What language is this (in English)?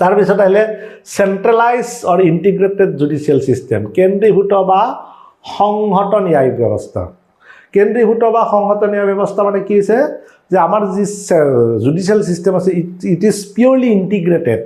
Assamese